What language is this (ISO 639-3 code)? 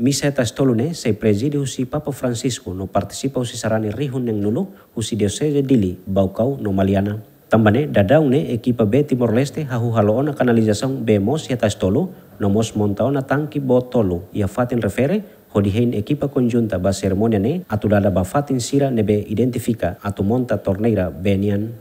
tet